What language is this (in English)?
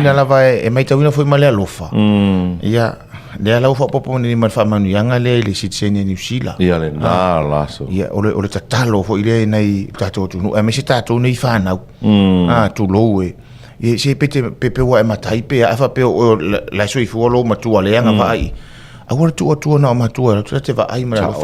Samoan